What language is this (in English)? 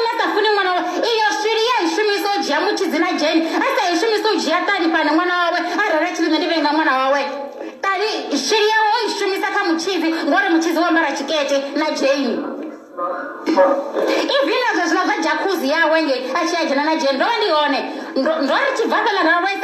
Venda